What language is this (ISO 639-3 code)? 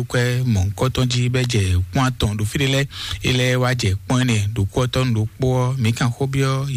fon